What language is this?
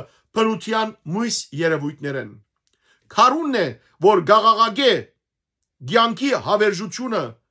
Western Armenian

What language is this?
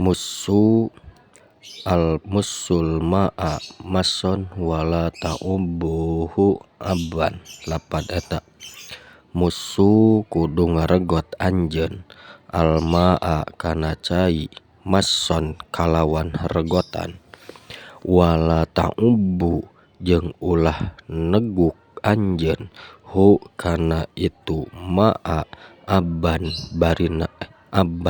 Sundanese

